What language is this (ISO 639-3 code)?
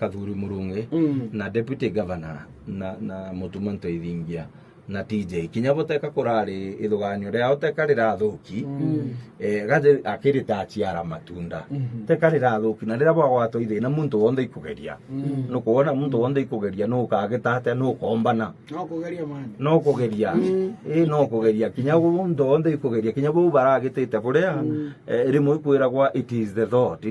mer